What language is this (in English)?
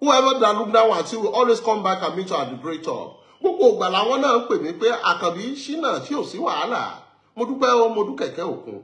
Yoruba